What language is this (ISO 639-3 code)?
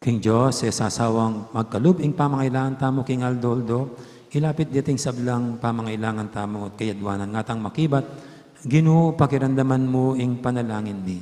pam